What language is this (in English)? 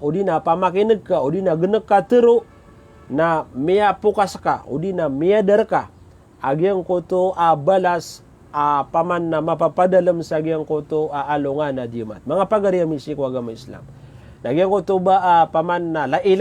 Maranao